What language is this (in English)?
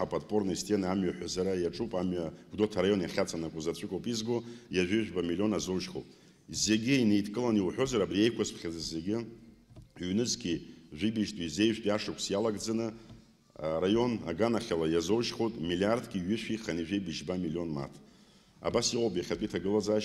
Abkhazian